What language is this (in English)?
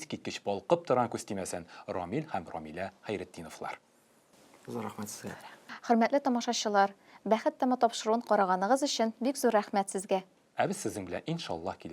Tatar